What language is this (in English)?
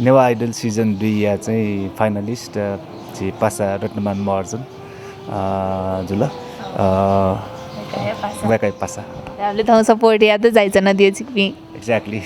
Newari